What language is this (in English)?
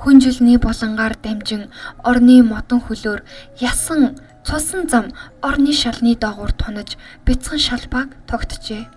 Mongolian